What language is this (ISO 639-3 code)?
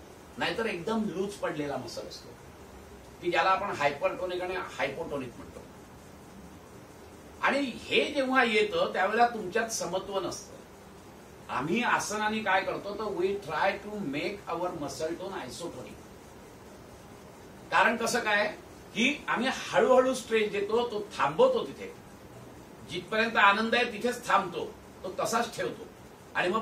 mar